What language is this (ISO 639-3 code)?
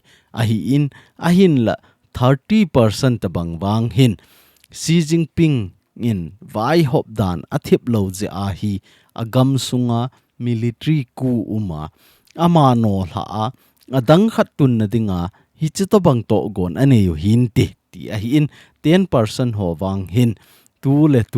tcz